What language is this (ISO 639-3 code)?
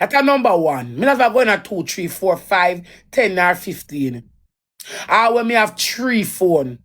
jam